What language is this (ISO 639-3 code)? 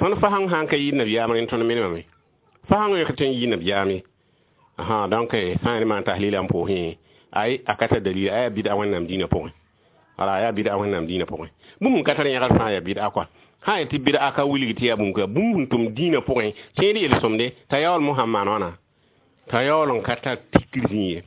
mos